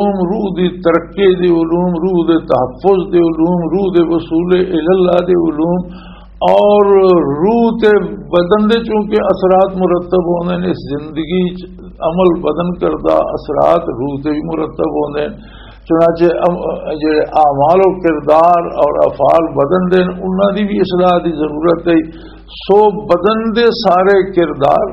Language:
Western Panjabi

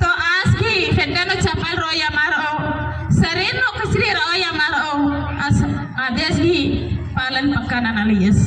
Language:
Kurukh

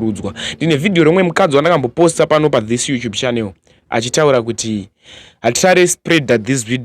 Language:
Shona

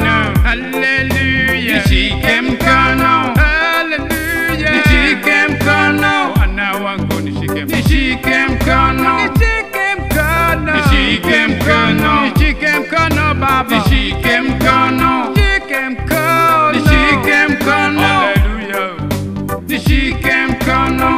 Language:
Swahili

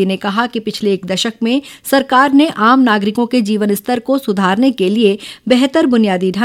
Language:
Hindi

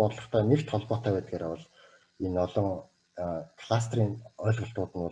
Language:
Mongolian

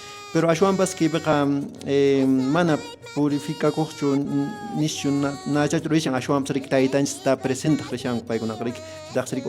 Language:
Quechua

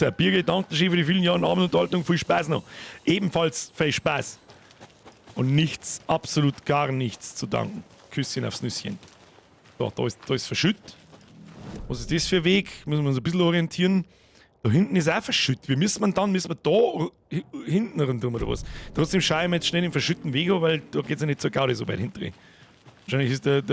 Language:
Bavarian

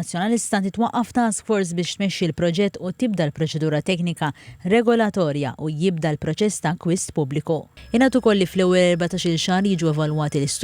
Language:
Maltese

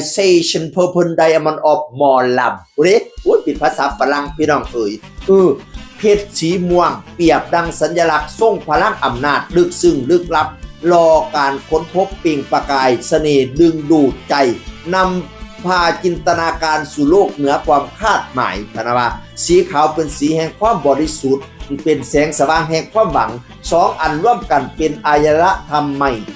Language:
Northeastern Thai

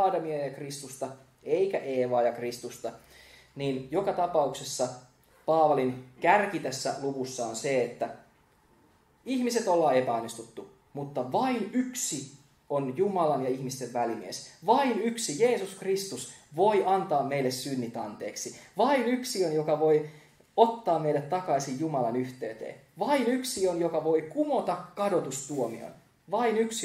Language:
Finnish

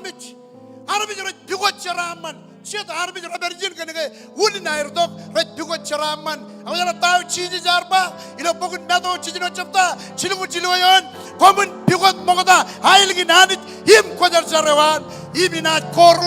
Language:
Marshallese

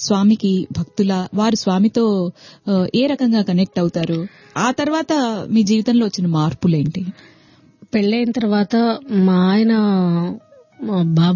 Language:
Telugu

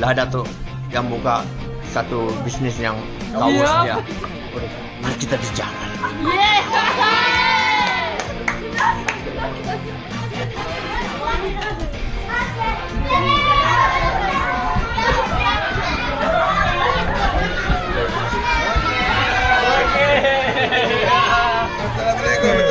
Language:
Malay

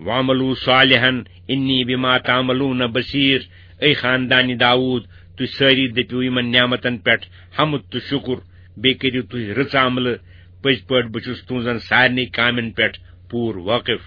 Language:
Kashmiri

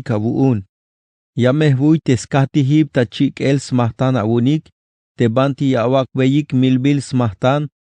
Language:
Tzeltal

